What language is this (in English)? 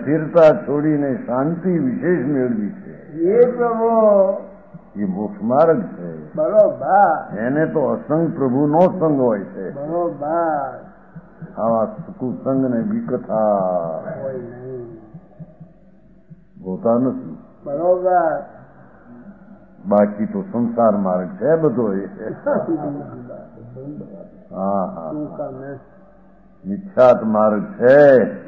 Gujarati